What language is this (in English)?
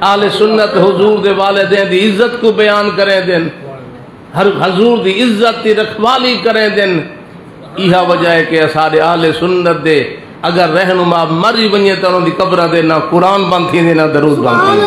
Saraiki